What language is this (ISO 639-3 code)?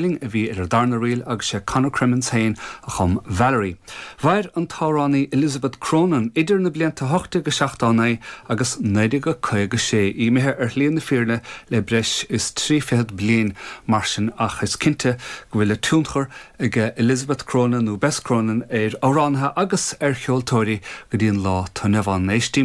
gle